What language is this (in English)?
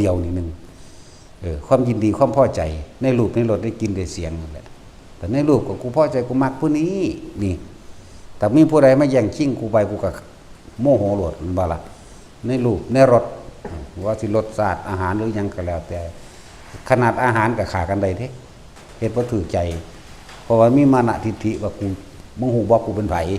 Northeastern Thai